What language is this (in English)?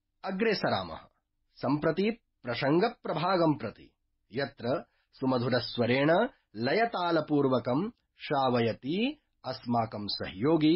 Sanskrit